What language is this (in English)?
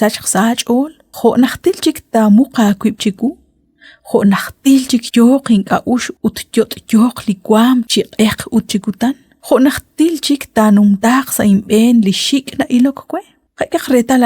Kekchí